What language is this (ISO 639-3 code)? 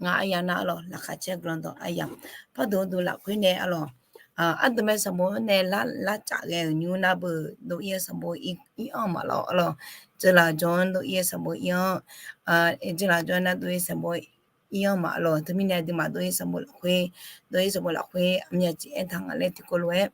ahk